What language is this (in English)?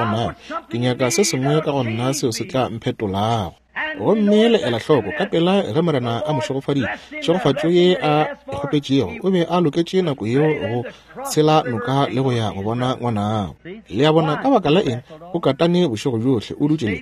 Northern Sotho